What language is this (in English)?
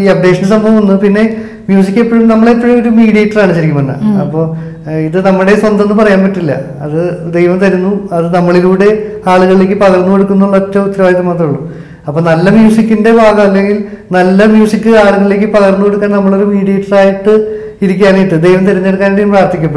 Malayalam